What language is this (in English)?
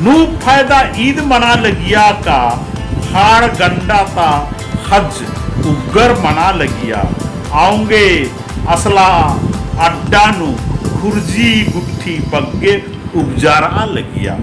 Kurukh